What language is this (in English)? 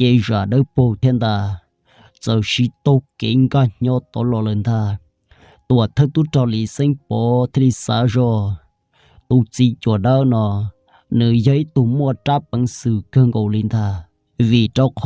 Hmong